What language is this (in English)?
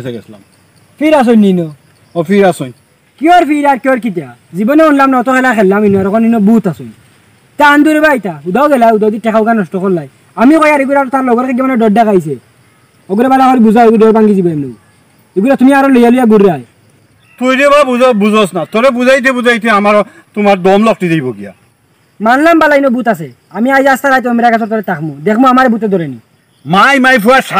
Sylheti